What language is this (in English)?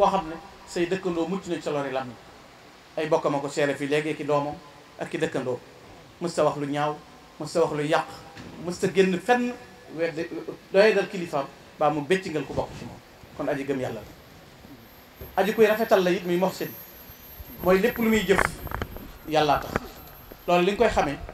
Wolof